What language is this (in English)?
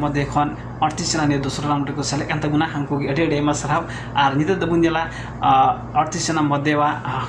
Santali